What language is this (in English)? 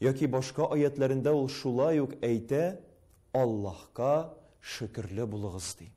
Tatar